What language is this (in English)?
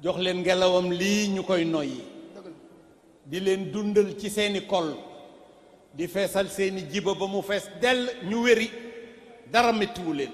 Wolof